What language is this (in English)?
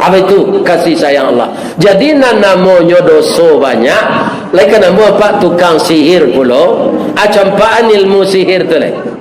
Minangkabau